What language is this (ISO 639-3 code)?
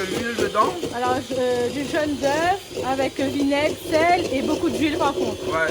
rcf